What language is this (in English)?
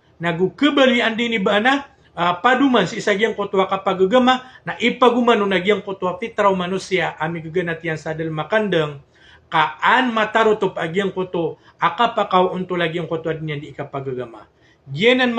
Maranao